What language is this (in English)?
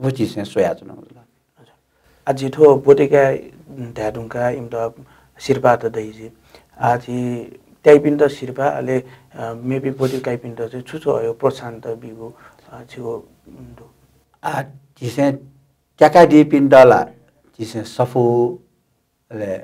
Newari